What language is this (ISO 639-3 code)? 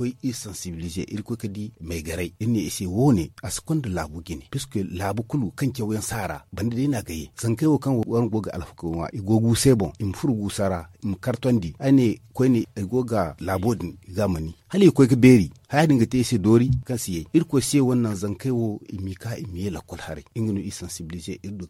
dje